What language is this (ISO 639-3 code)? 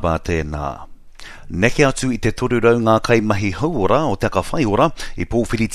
mri